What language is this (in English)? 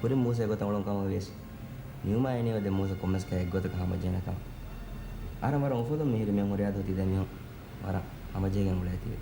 Divehi